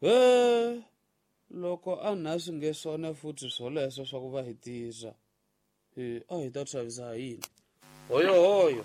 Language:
Tsonga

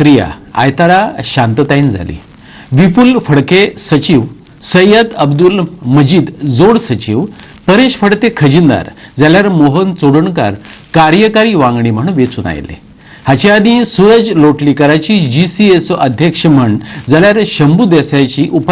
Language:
Konkani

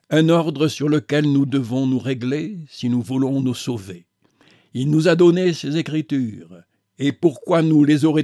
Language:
French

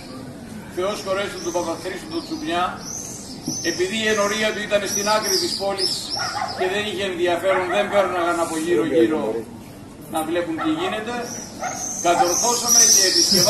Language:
Greek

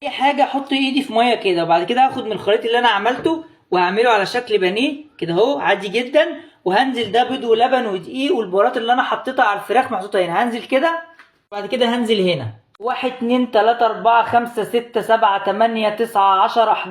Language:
Egyptian Arabic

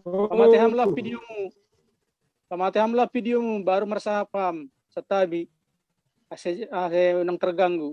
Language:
Batak Simalungun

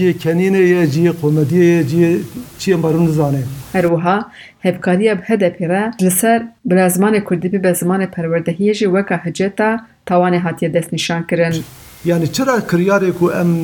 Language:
Kurdish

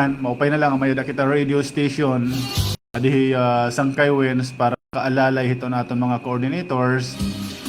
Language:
Waray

